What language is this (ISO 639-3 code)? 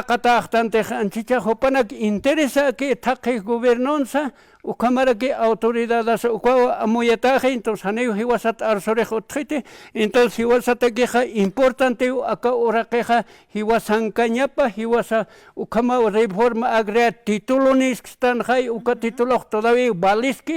aym